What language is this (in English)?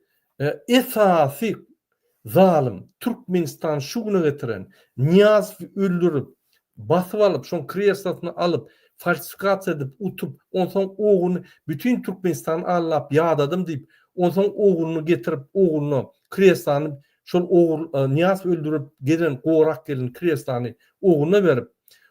Turkmen